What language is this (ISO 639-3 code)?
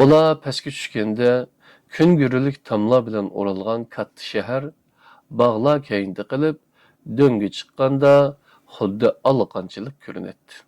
uig